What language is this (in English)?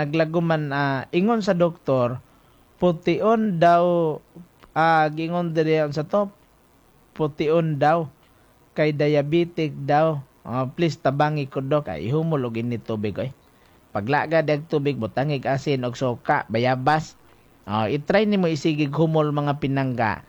Cebuano